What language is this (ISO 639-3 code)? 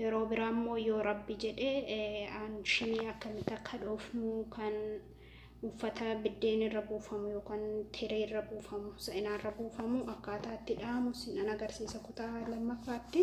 orm